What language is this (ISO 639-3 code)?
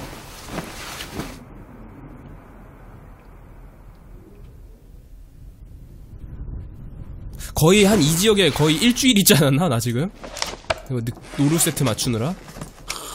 kor